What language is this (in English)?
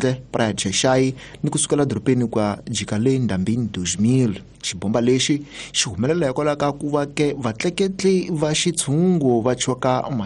Tsonga